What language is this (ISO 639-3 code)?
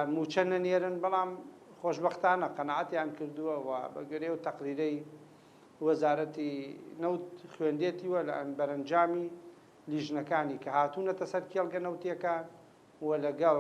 ckb